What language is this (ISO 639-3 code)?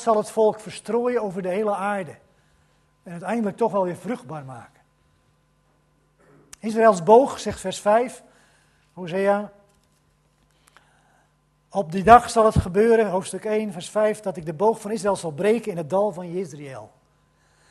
nld